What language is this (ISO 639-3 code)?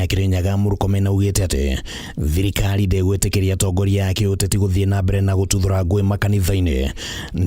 kik